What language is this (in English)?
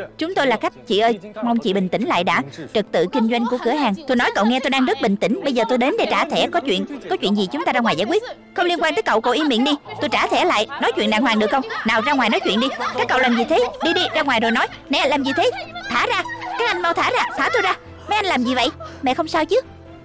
Vietnamese